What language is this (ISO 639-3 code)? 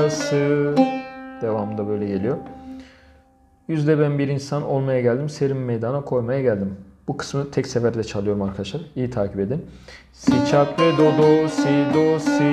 tur